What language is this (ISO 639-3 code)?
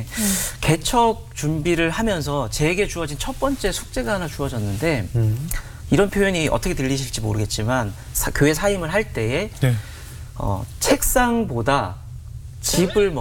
kor